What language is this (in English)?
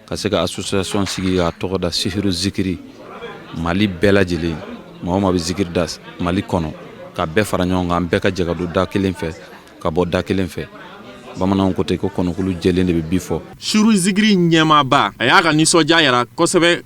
Bambara